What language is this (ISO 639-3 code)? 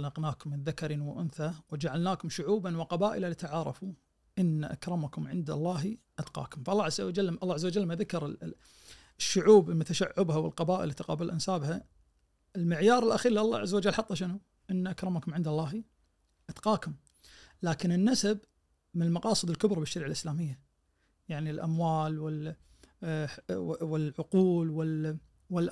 ars